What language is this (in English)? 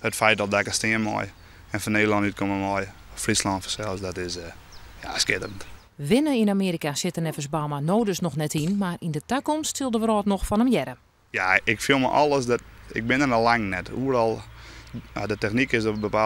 Western Frisian